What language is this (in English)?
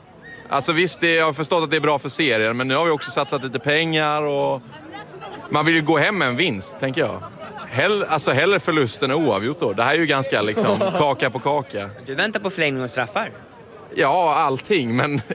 Swedish